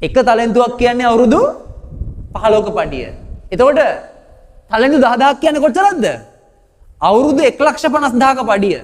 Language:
Sinhala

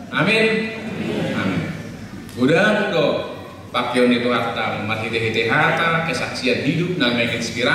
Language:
Batak Toba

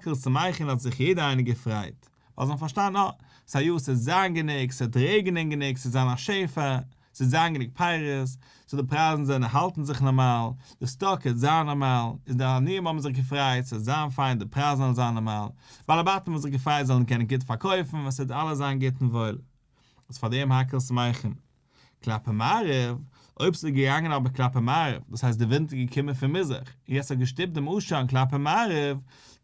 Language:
Yiddish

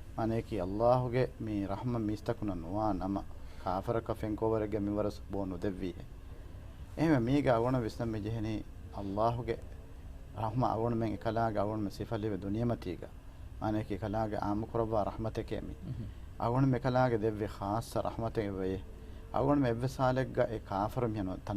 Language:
Divehi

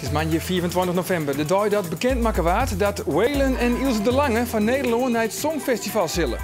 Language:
Western Frisian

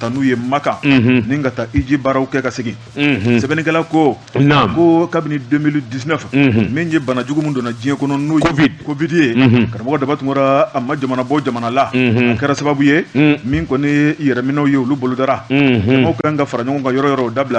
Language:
Bambara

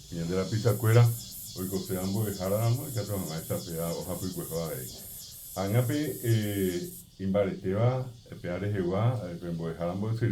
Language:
Guarani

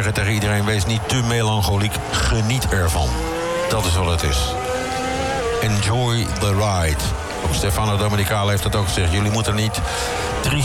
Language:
Dutch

